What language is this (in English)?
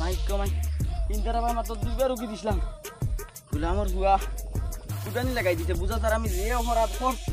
Sylheti